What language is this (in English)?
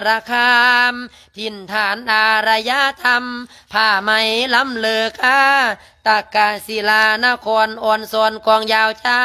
Lao